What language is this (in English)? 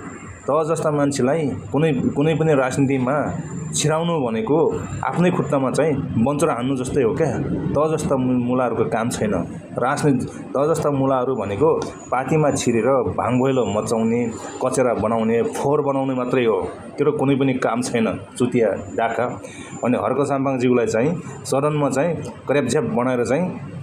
Nepali